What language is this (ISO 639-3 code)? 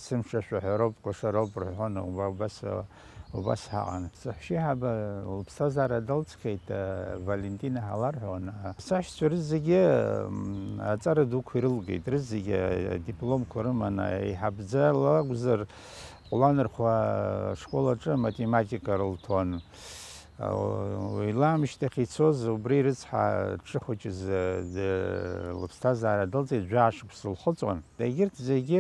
abk